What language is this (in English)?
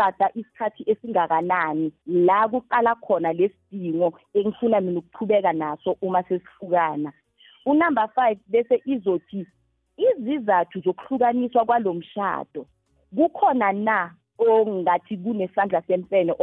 South Ndebele